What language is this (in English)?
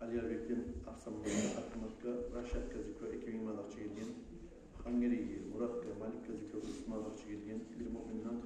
Kumyk